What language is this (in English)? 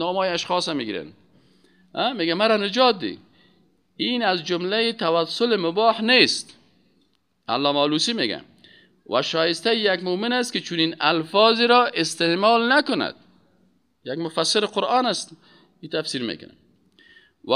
Persian